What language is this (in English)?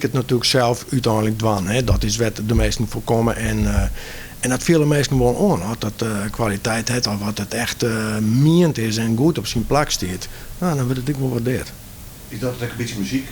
Western Frisian